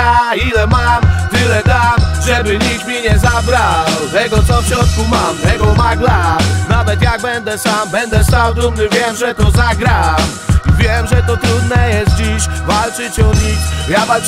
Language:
Polish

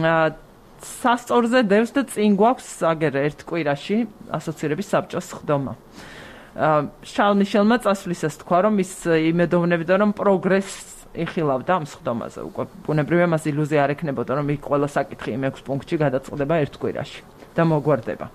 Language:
Georgian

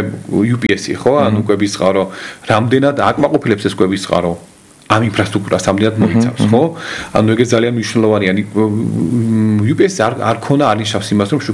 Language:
Georgian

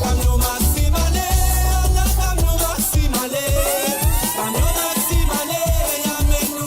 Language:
Morisyen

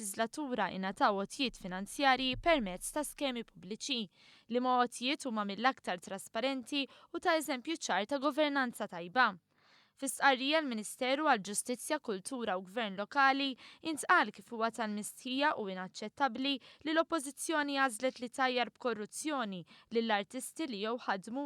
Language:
Maltese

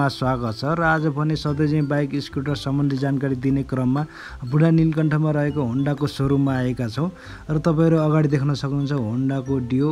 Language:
Nepali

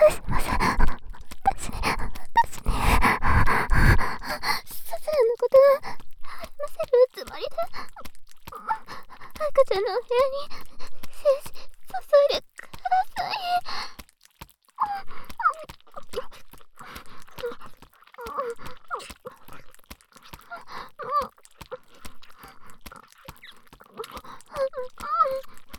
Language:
Japanese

